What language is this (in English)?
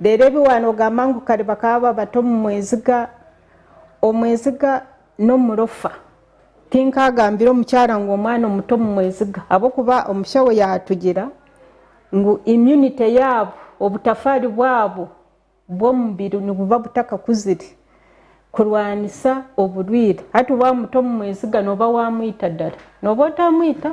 Nyankole